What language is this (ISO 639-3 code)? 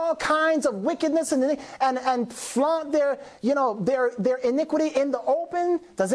eng